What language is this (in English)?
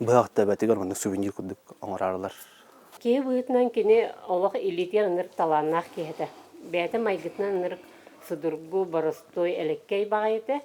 Yakut